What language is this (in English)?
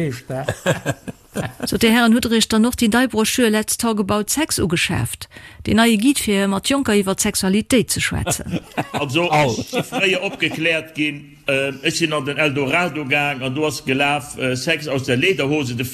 Luxembourgish